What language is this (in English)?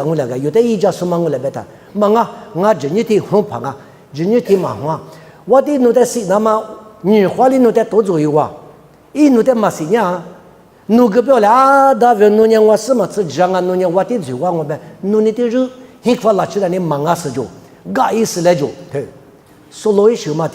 Lisu